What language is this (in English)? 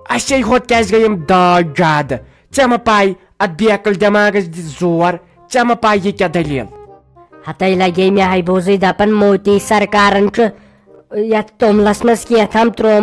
Kashmiri